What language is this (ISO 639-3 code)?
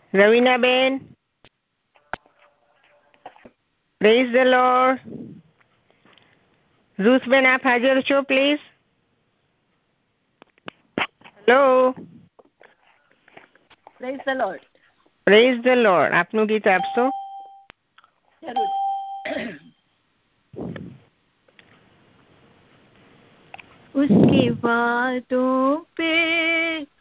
guj